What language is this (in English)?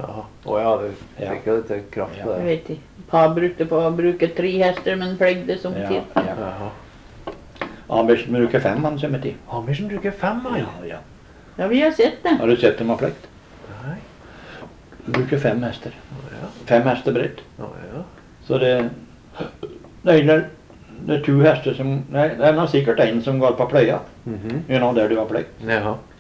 Norwegian